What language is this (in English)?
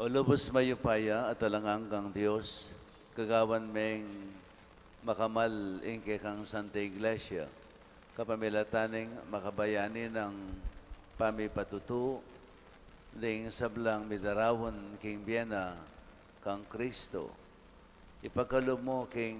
Pampanga